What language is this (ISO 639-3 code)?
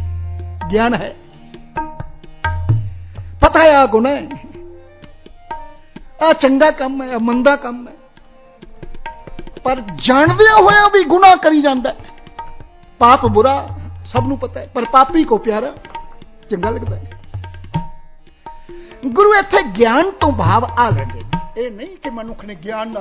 pan